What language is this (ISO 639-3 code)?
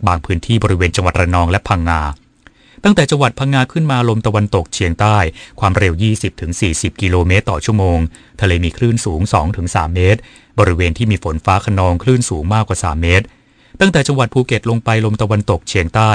tha